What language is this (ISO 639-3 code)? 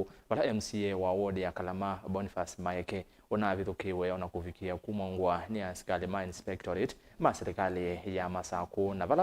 kam